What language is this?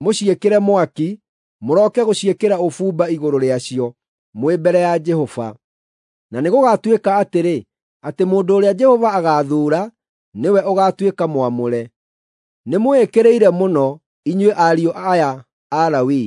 Kikuyu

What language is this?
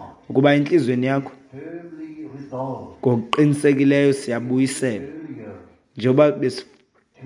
Xhosa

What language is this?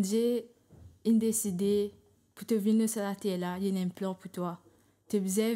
Morisyen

